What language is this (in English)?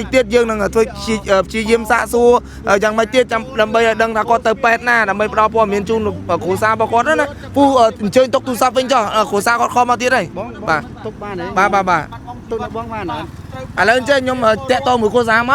Khmer